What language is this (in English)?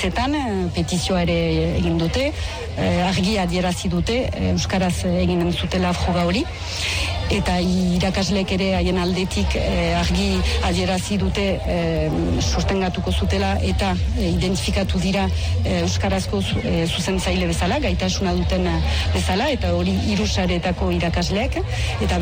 Basque